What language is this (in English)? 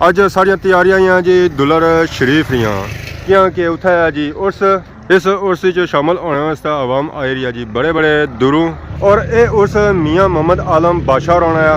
Pahari-Potwari